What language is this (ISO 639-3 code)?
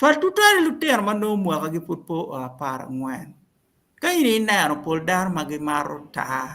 ach